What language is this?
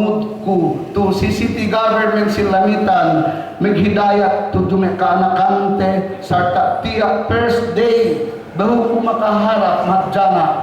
Yakan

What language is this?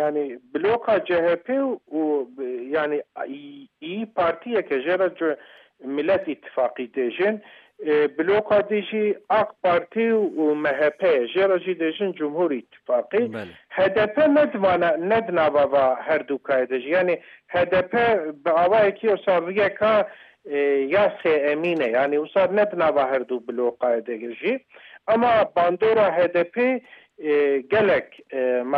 Kurdish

